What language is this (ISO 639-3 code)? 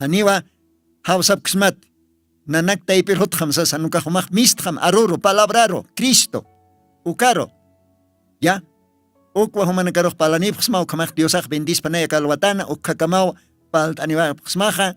aym